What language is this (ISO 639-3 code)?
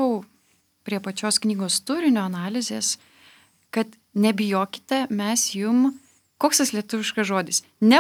lit